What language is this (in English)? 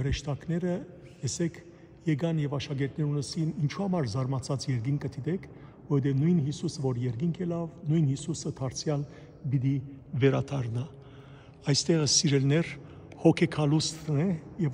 Western Armenian